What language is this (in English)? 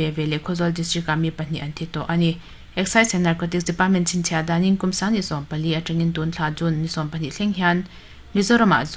Mizo